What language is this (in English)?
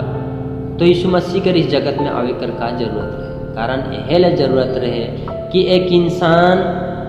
Sadri